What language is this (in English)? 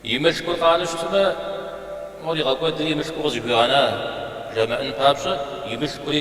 Kabardian